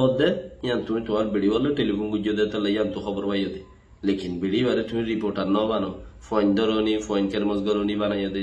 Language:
Rohingya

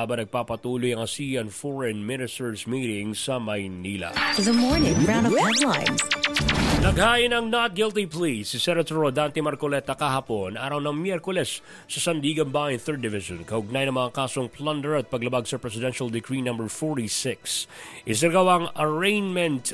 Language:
Filipino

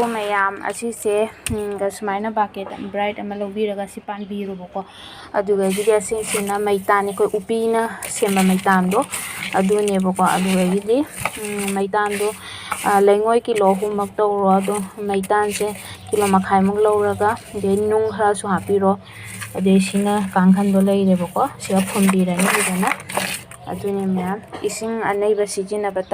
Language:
Manipuri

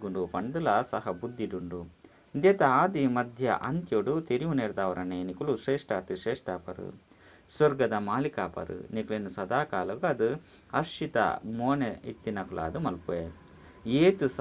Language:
Tulu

